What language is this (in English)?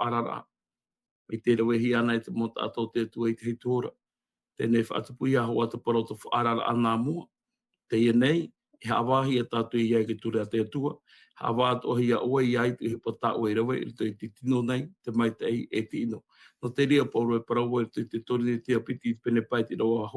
Tahitian